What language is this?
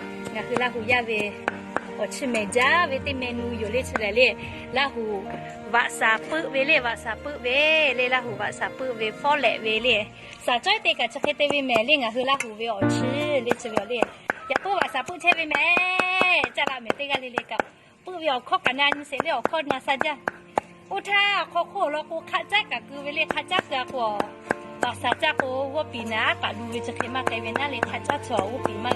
Lahu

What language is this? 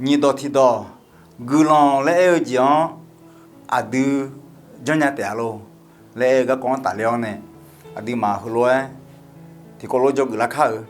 Akha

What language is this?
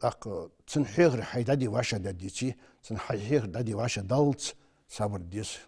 Ingush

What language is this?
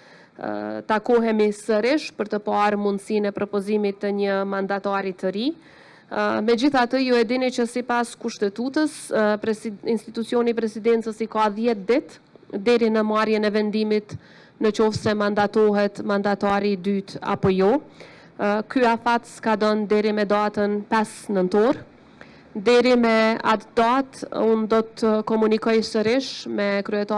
Albanian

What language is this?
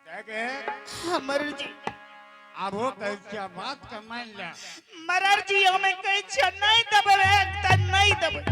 Angika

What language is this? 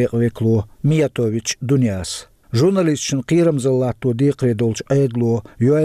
Chechen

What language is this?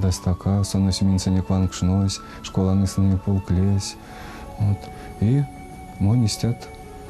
Erzya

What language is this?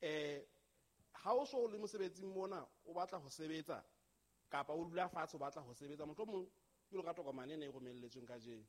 Southern Sotho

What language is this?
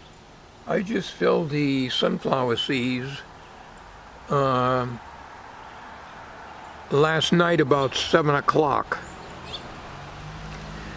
English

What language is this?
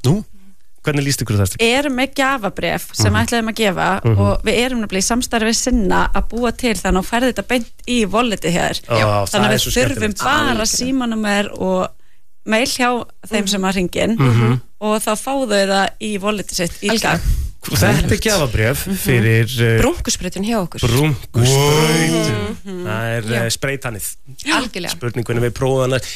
Icelandic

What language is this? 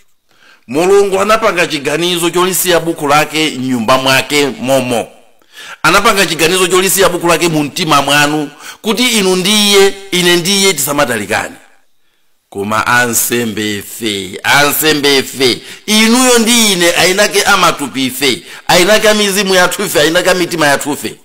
Nyanja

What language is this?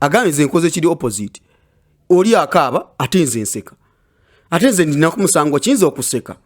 Ganda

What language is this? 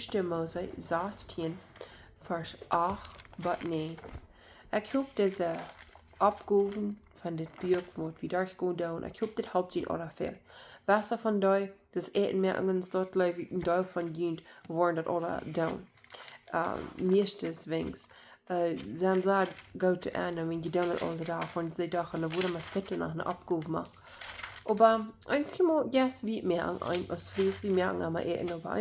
Plautdietsch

